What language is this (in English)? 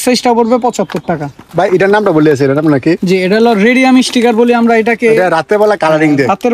Bangla